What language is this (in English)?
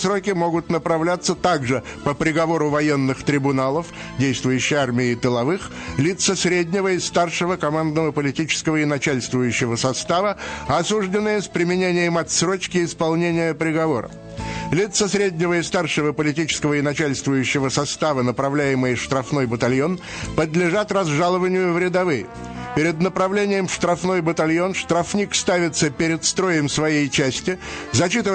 Russian